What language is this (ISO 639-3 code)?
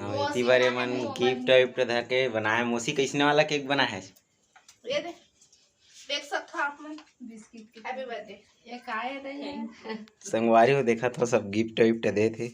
hne